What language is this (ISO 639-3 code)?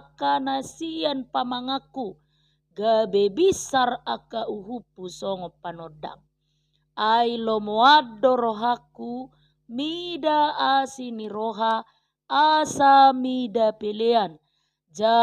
bbc